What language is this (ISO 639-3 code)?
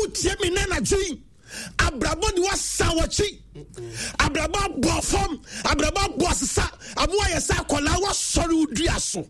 aka